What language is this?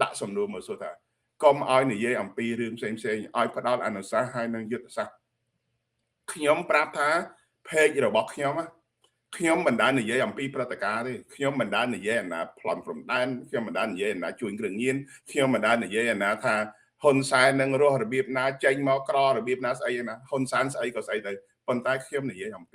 Khmer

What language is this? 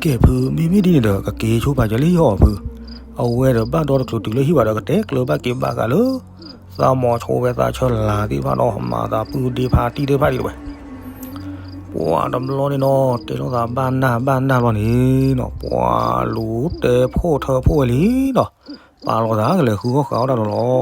S'gaw Karen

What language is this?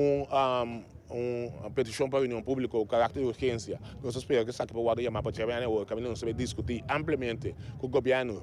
Papiamento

